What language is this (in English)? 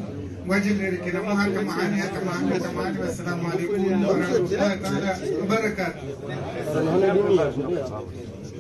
Swahili